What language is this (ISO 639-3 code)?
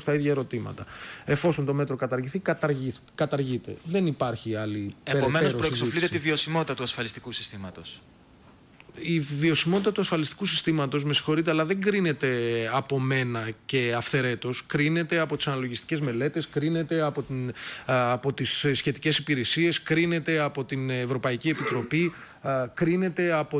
ell